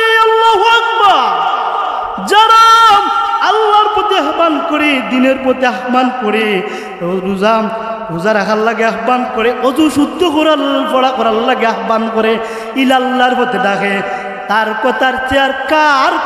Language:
Sylheti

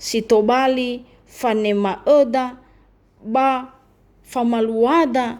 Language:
Nias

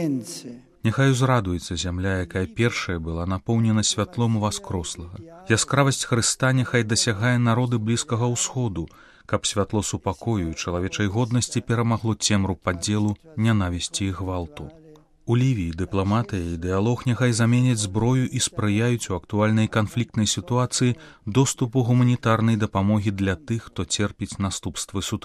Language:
Belarusian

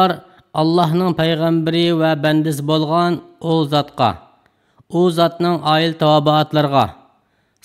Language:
Uyghur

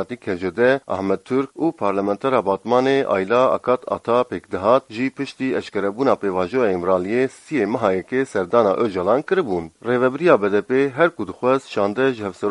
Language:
Kurdish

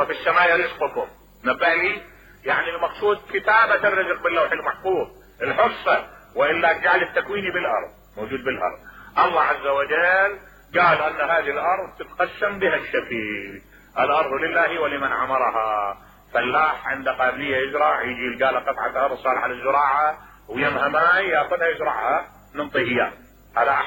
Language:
Mesopotamian Arabic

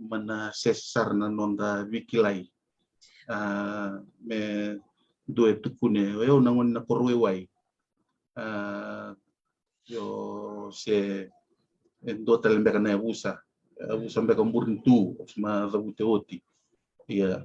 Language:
Fijian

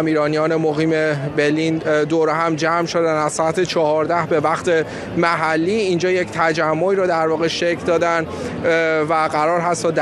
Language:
Persian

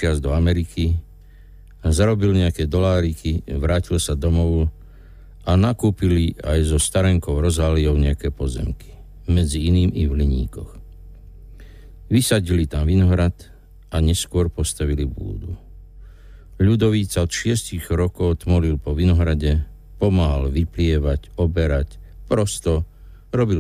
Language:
Slovak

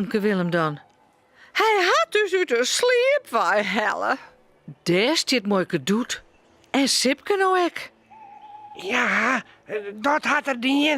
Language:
Western Frisian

